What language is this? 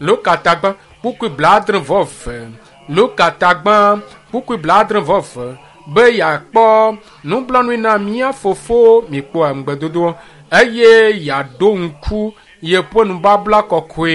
Ewe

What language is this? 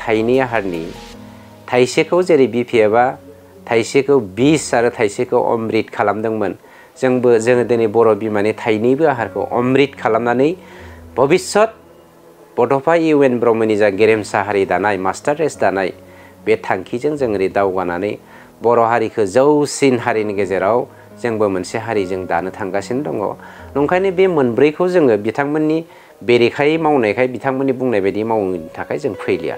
Bodo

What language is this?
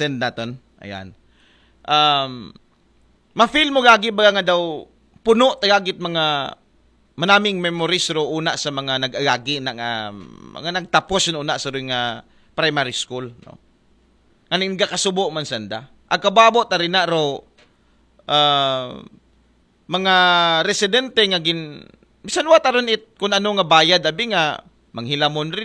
Aklanon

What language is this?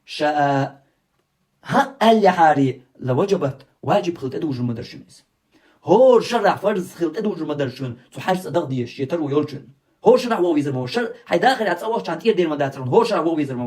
Chechen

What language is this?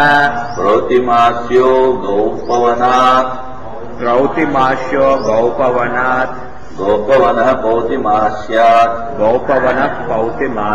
Sanskrit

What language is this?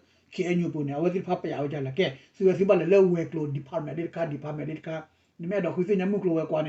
S'gaw Karen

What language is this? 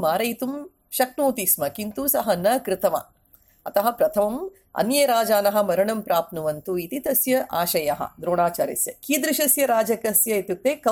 Sanskrit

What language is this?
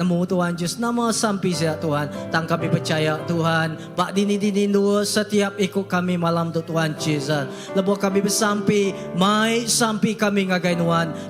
Iban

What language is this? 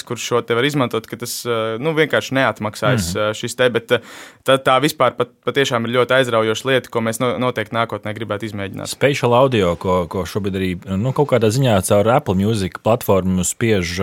Latvian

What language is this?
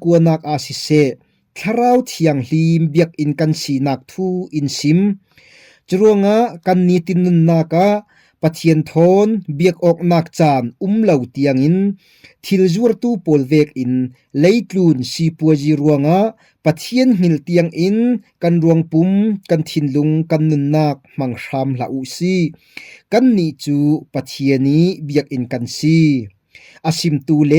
Falam Chin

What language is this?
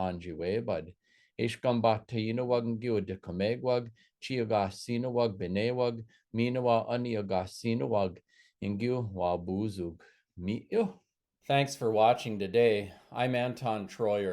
Chippewa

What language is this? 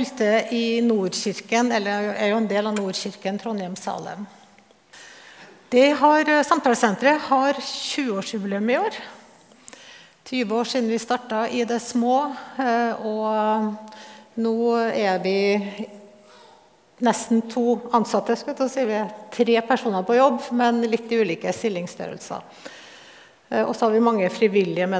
Norwegian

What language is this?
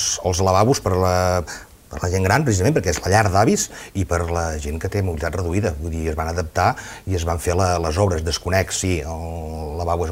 Catalan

